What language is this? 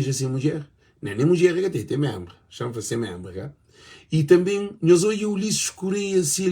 Kabuverdianu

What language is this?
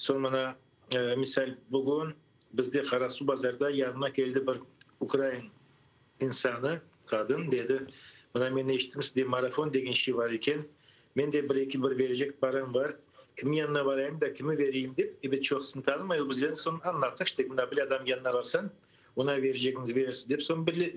Crimean Tatar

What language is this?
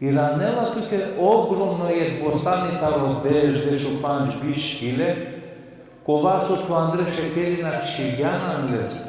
Balkan Romani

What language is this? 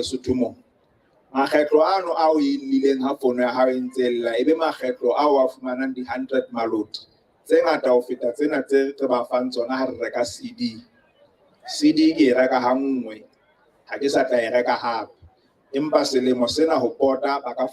Southern Sotho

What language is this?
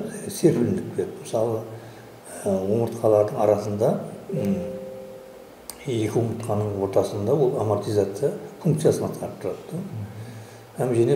Kara-Kalpak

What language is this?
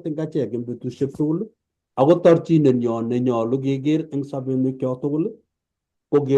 Kalenjin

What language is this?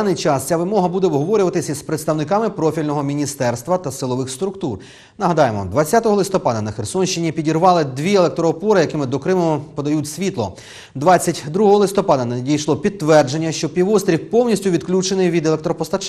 Ukrainian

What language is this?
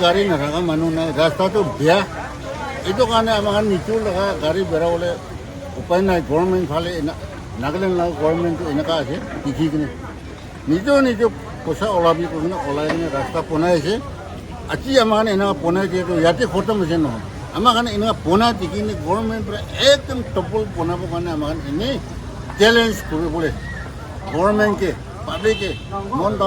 Naga Pidgin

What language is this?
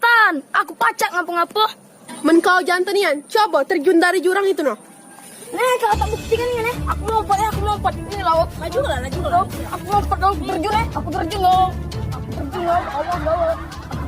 Musi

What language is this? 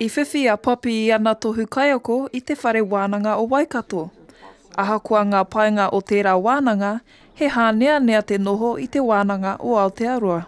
Māori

